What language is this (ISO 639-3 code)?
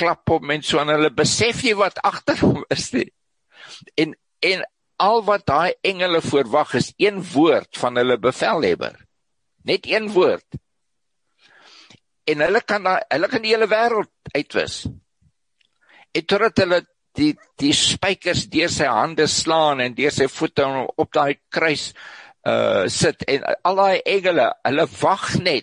afr